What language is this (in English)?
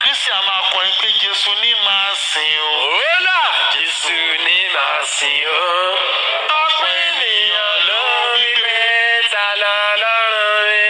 Yoruba